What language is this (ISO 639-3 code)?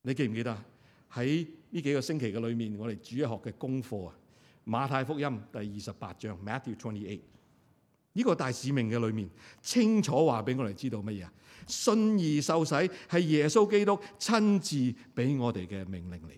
yue